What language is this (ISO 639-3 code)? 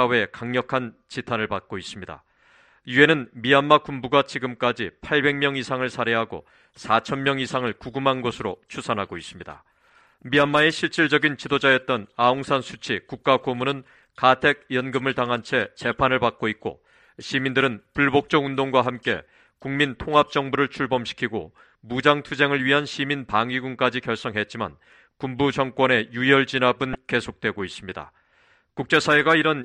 kor